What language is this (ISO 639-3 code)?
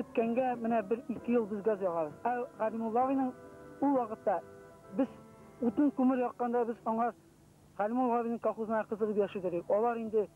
tat